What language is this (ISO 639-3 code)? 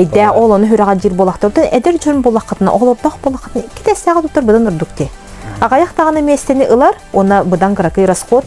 sah